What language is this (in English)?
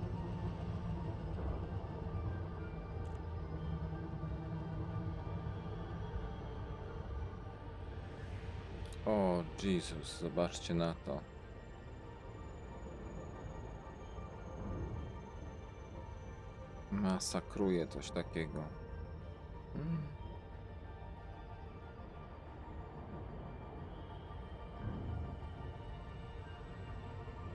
Polish